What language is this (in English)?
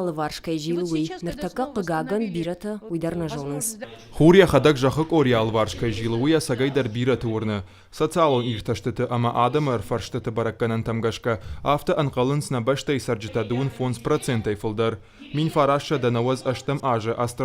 Ossetic